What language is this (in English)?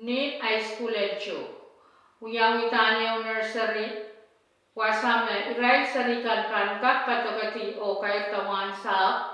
Pohnpeian